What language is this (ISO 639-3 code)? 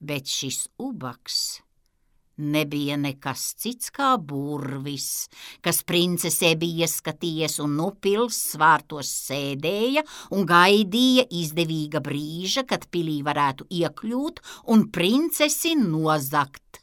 lav